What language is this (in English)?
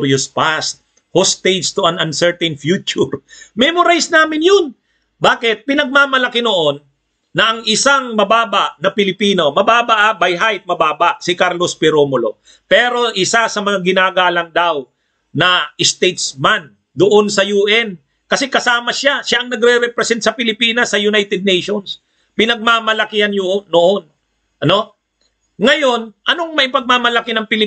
Filipino